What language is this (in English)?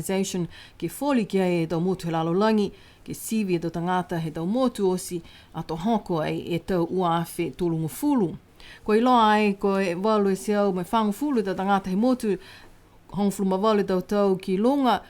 Niuean